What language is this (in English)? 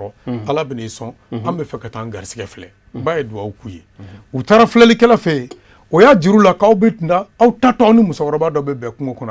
Bambara